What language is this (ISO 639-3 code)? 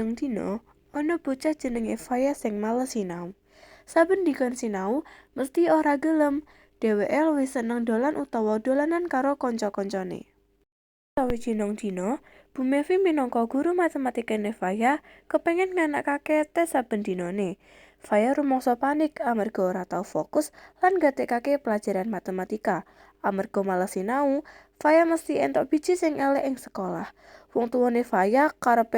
jav